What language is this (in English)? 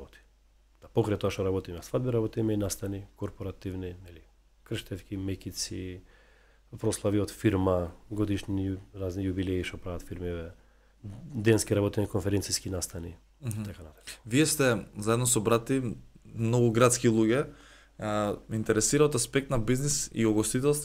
Macedonian